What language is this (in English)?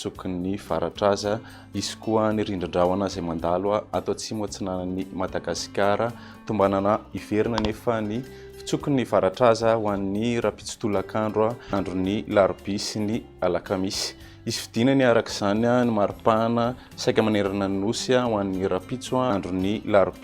Malagasy